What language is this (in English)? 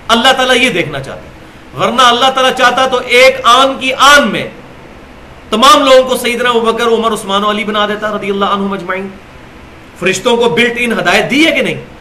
Urdu